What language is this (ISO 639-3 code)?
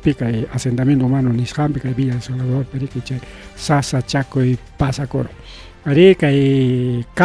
quy